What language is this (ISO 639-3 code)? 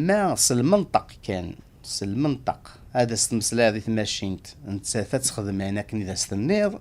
kab